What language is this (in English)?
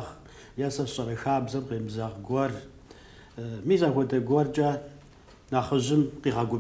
Kabardian